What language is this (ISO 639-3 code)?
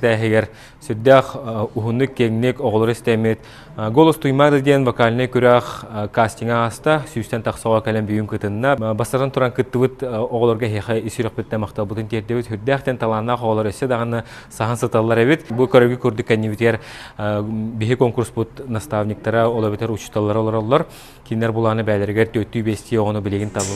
sah